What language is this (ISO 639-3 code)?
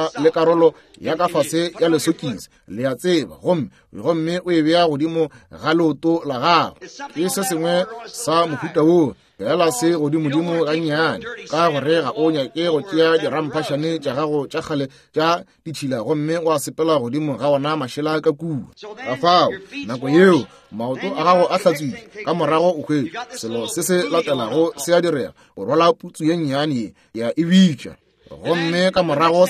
nso